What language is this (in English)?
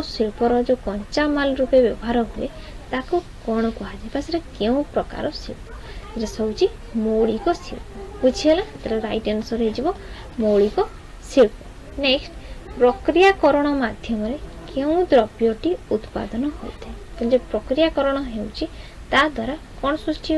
Odia